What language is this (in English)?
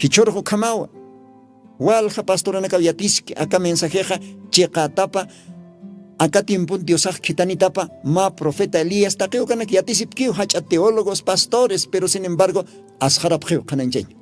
Aymara